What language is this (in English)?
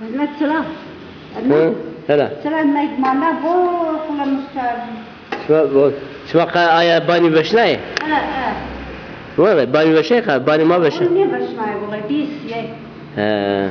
Zaza